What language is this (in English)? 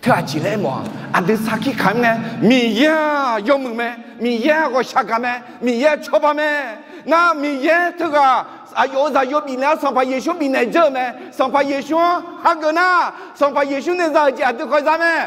Akha